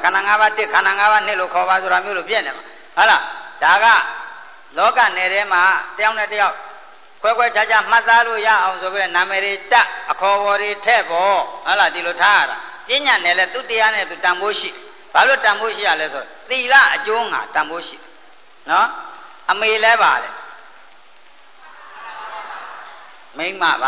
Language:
Burmese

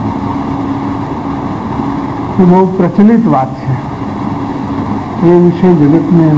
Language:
Gujarati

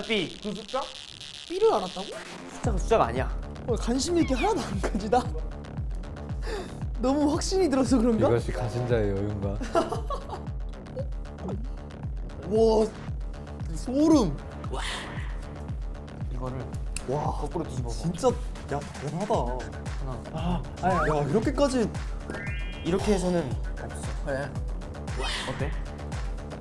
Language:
Korean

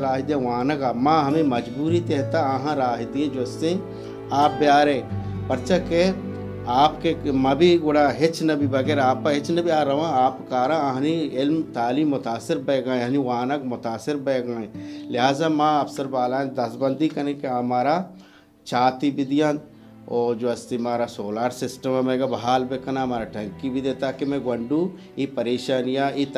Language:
Baluchi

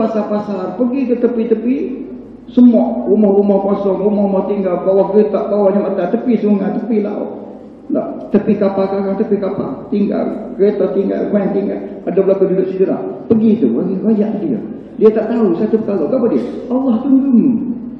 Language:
Malay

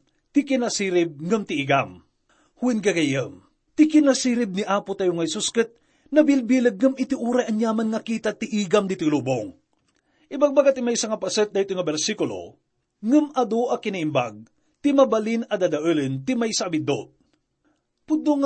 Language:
Iloko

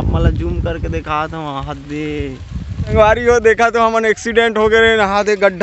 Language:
Chhattisgarhi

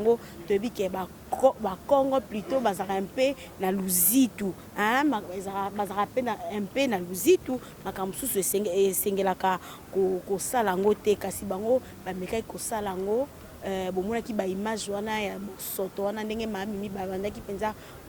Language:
Lingala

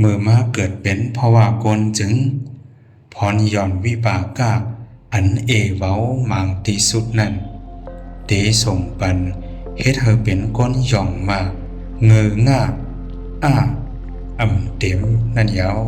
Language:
Shan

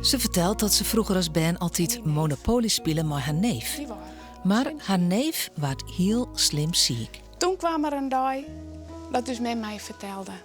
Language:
Western Frisian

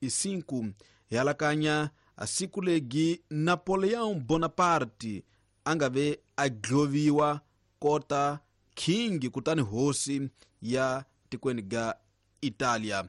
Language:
Tsonga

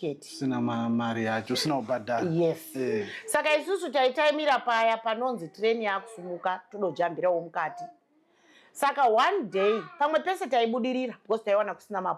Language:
Shona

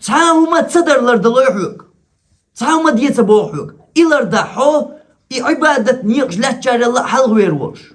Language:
Chechen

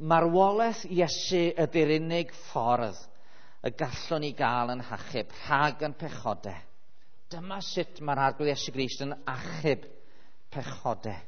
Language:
Welsh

